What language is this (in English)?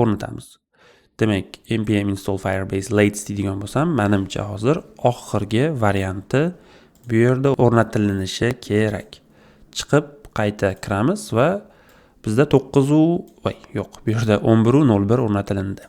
Uzbek